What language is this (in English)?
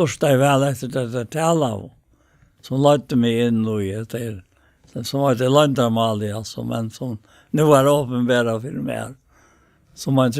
Faroese